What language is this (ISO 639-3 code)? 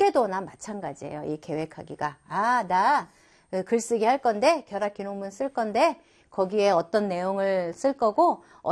kor